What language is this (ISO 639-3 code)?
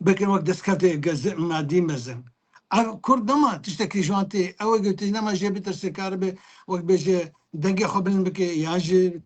kur